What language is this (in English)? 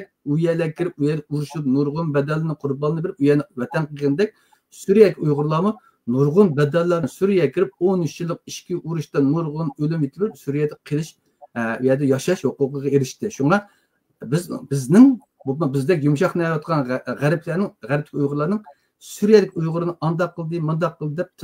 Uyghur